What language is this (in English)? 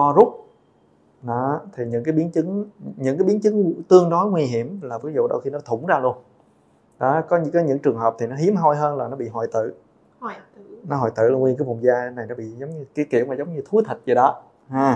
Vietnamese